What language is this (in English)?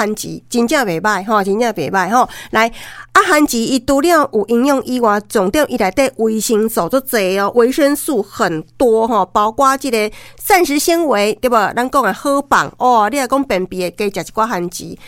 Min Nan Chinese